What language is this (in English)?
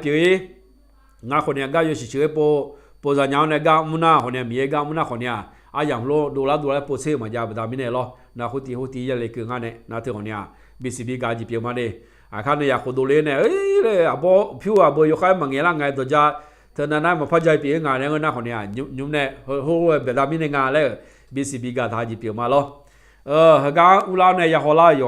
Akha